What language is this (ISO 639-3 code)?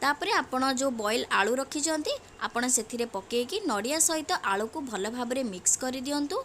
ori